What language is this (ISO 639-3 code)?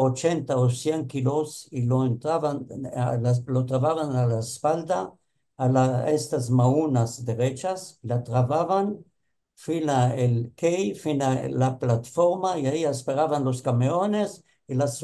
lad